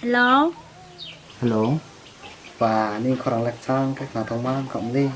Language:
Riang (India)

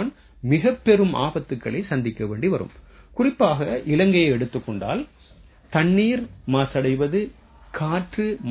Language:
Tamil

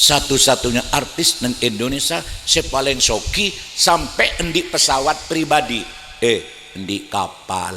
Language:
Madurese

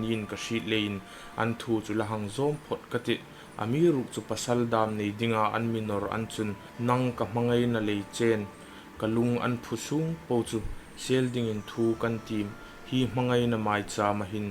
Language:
Hmar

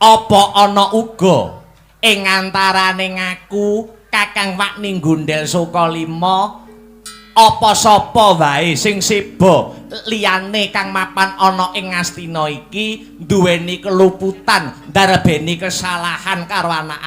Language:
Javanese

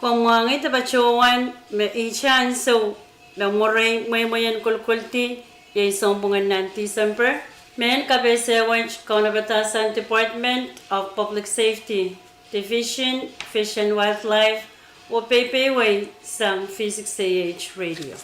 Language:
Pohnpeian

